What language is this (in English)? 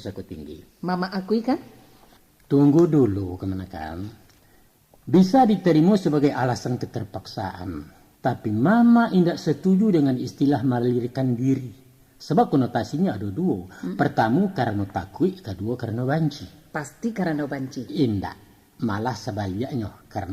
Minangkabau